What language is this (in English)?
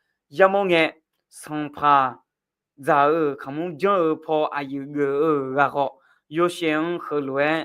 Akha